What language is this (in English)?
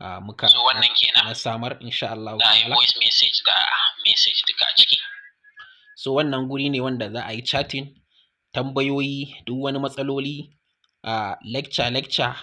Hausa